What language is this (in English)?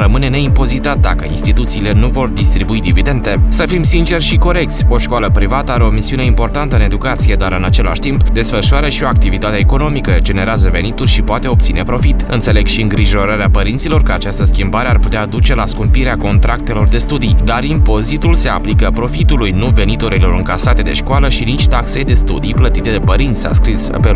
Romanian